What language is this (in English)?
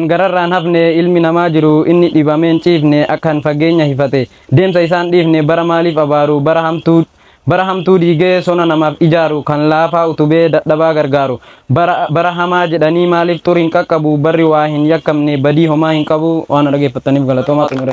Oromo